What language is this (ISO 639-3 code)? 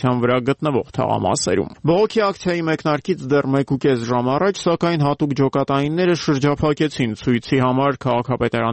hye